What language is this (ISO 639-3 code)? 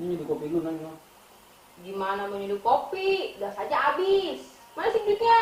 bew